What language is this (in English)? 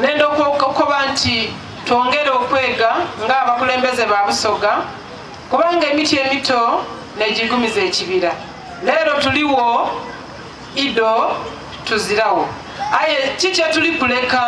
Soga